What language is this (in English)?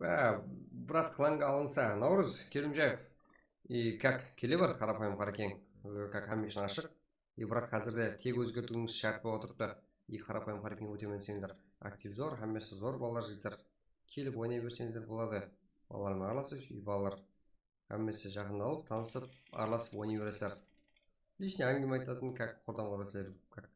Kara-Kalpak